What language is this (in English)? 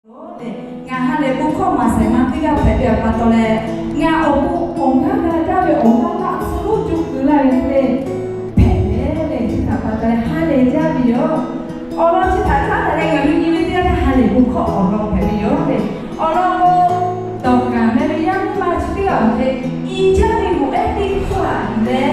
Lahu